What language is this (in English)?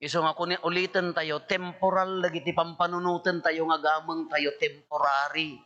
Iloko